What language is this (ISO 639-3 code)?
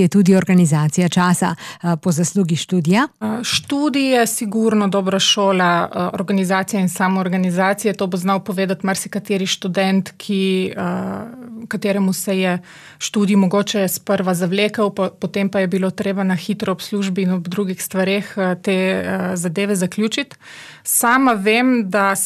slv